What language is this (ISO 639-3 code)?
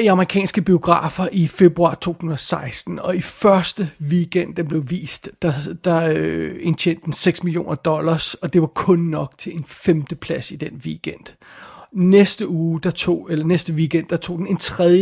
dan